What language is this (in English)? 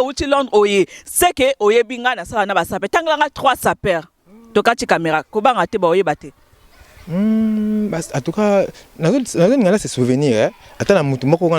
Lingala